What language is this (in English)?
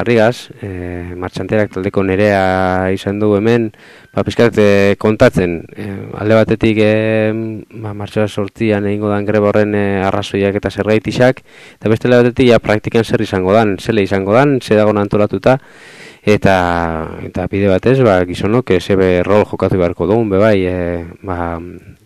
Basque